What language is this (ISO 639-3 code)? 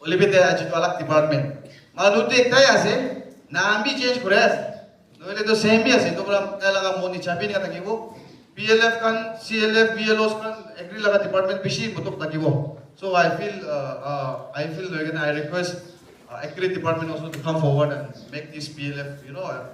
nag